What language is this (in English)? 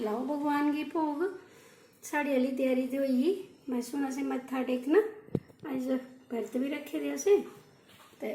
Dogri